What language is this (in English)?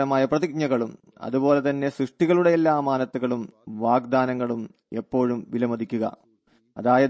Malayalam